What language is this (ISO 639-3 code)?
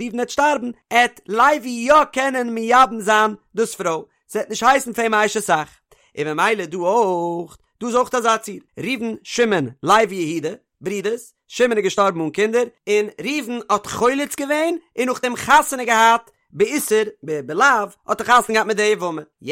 yid